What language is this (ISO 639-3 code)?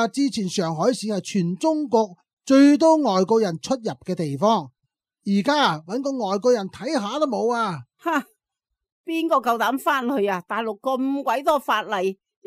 yue